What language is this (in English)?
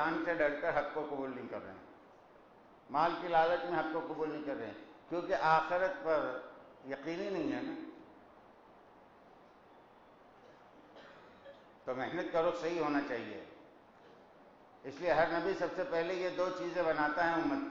Urdu